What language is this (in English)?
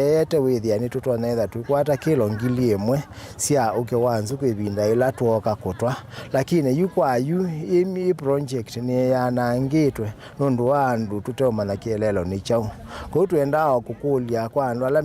Kamba